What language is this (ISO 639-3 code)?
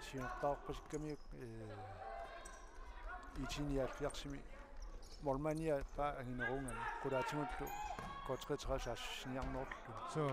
kal